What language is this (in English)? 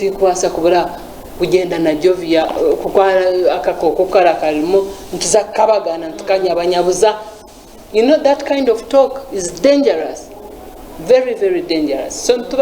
Nyankole